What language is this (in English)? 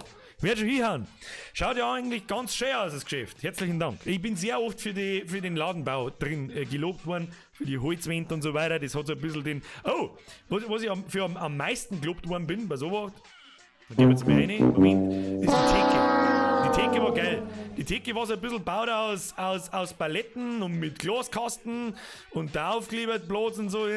Bavarian